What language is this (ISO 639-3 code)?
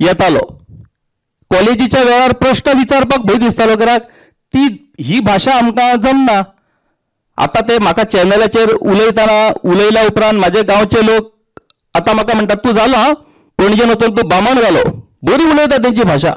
kok